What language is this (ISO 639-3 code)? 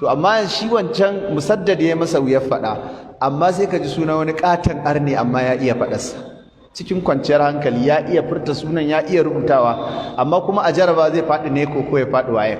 hau